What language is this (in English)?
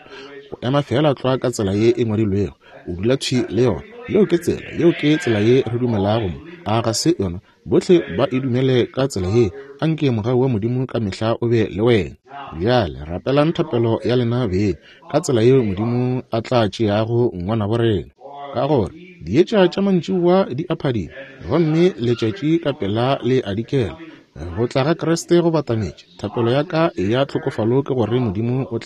Northern Sotho